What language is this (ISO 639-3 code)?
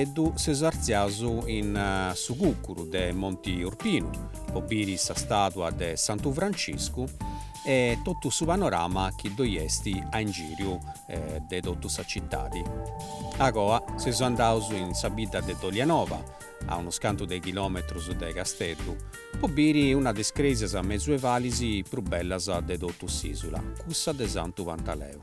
srd